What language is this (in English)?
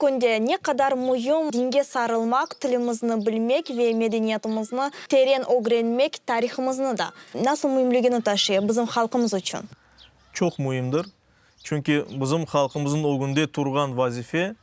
Crimean Tatar